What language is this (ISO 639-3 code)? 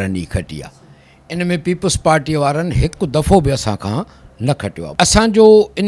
snd